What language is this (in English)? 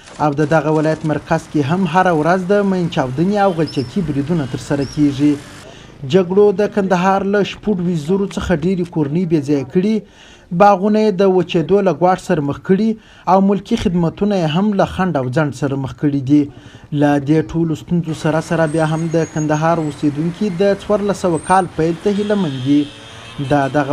Pashto